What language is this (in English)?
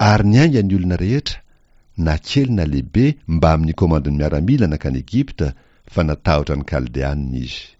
Malagasy